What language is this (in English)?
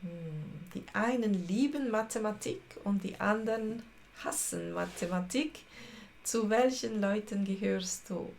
Swiss German